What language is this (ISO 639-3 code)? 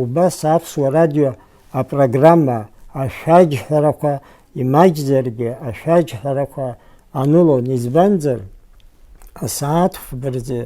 abk